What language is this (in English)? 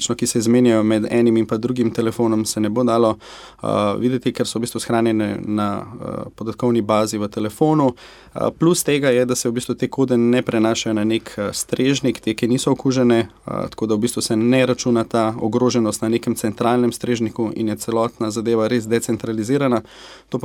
Slovenian